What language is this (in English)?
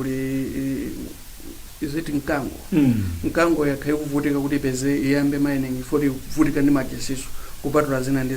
Nyanja